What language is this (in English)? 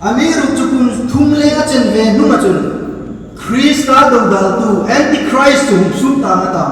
Hmar